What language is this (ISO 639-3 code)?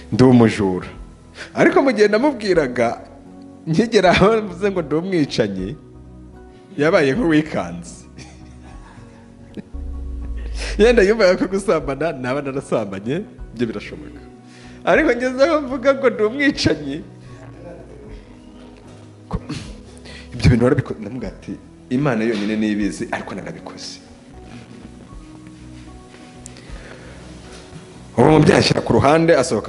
kin